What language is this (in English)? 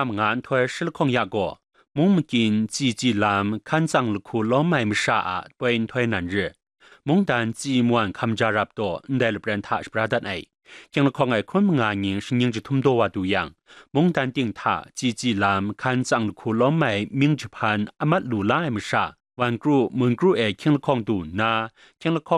Kachin